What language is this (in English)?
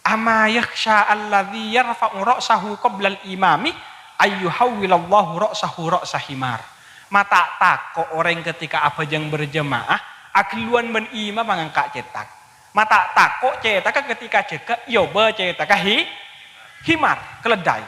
Madurese